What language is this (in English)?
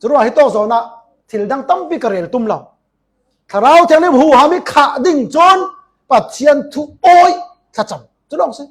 Falam Chin